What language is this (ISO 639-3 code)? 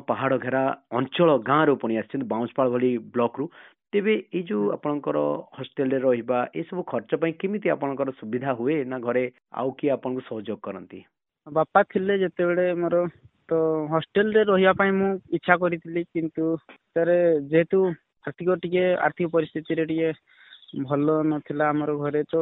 ori